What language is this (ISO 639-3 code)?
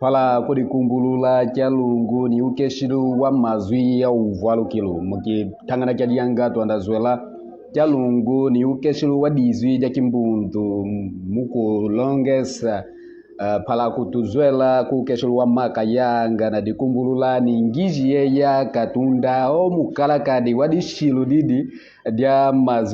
kmb